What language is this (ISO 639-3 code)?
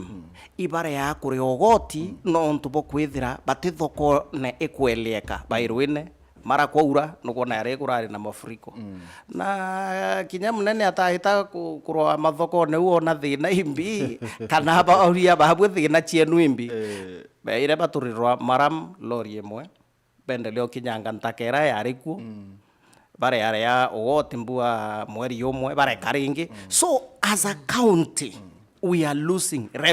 mer